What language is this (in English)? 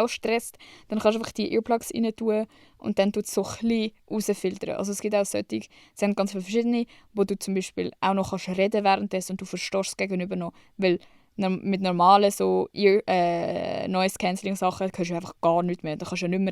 Swiss German